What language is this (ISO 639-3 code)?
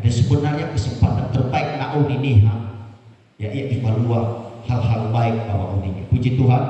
nia